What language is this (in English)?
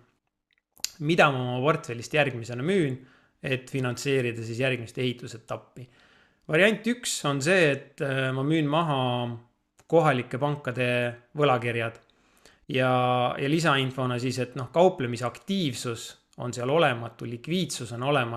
Estonian